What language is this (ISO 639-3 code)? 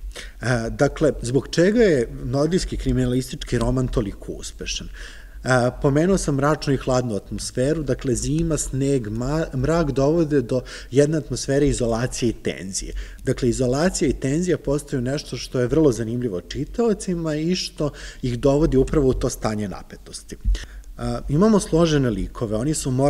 srp